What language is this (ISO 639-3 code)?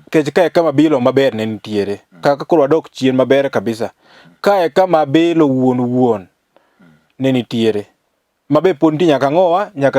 luo